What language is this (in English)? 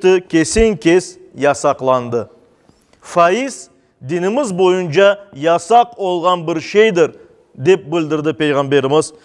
Crimean Tatar